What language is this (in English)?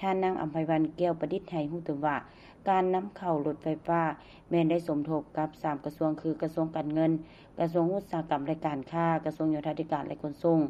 Lao